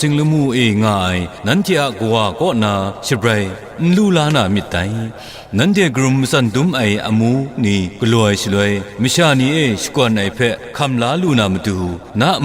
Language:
Kachin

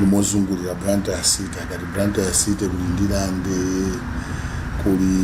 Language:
Nyanja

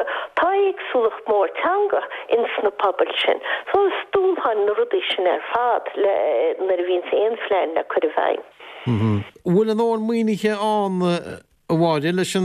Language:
Irish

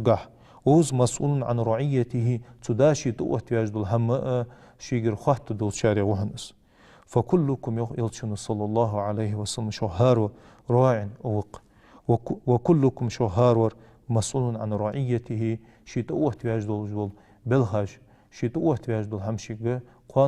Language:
Ingush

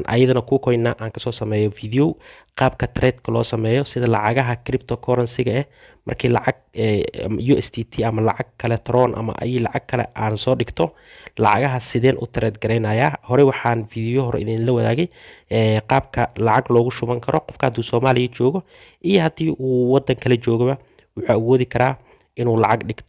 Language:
Somali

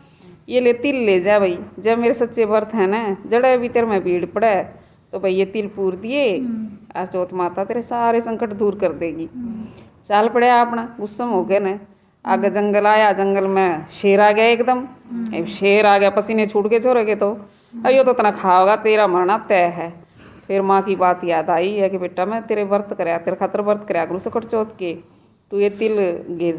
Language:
Haryanvi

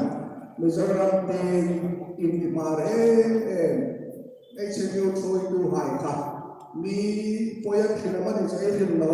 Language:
Hmar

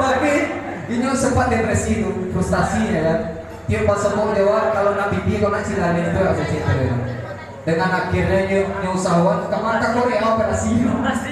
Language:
Minangkabau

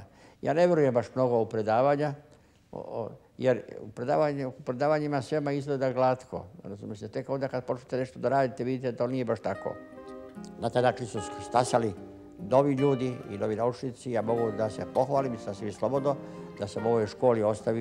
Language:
Serbian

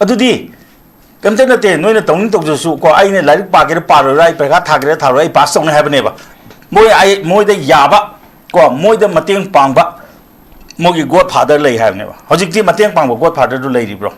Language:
Manipuri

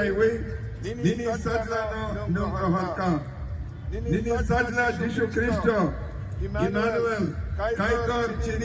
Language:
Kok Borok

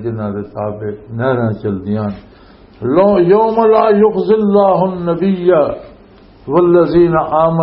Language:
Western Panjabi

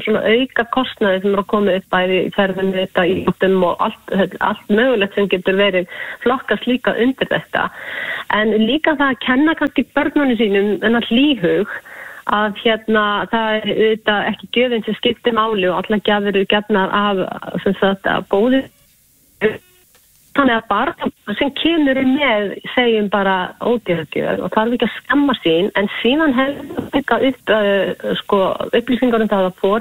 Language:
Icelandic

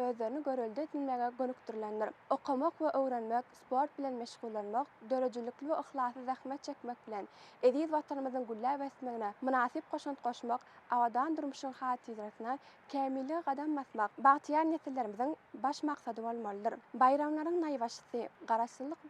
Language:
Turkmen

